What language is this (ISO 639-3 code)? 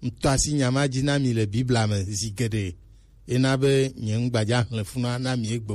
gej